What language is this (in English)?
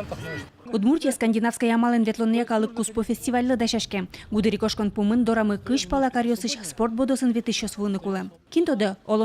Udmurt